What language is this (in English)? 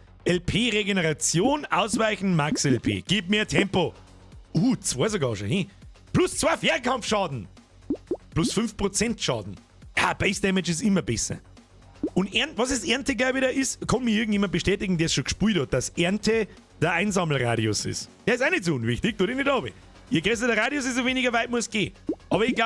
Bavarian